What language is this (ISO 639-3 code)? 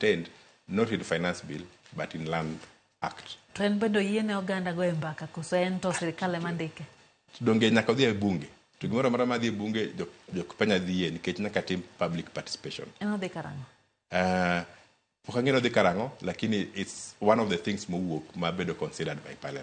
luo